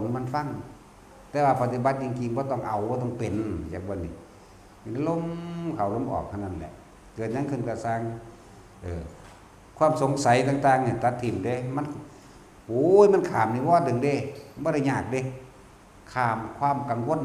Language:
Northeastern Thai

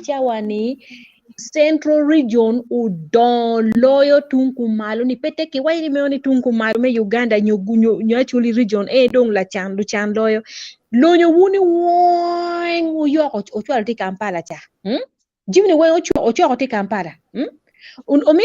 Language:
Acoli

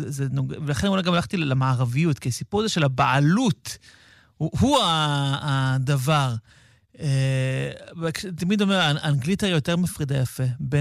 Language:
Hebrew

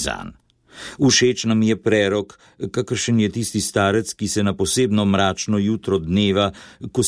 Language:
Slovenian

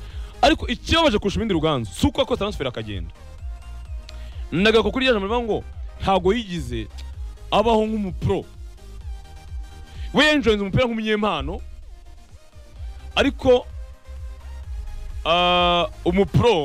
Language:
Kinyarwanda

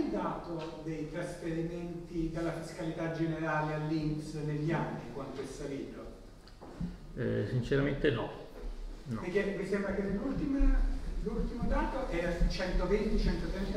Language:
Italian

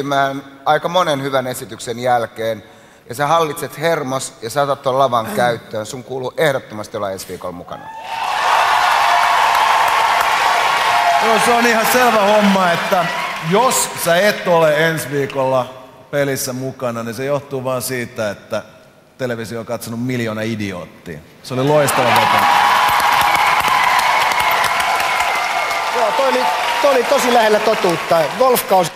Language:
Finnish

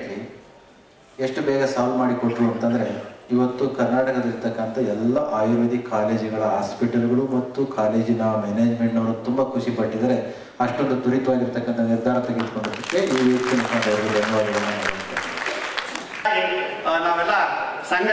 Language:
Kannada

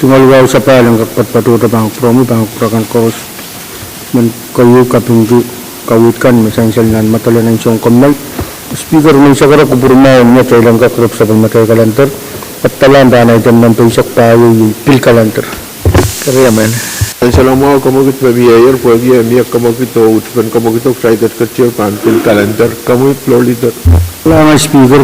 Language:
Pohnpeian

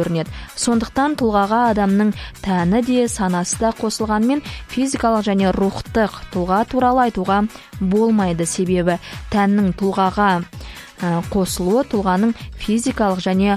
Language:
Kazakh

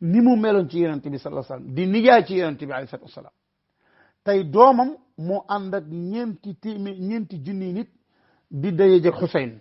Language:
Wolof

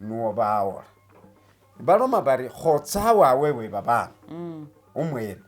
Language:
Masaaba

